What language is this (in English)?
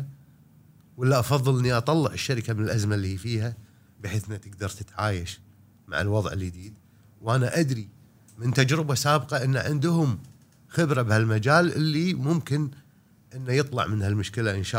Gulf Arabic